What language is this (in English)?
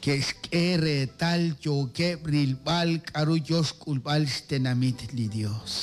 Kekchí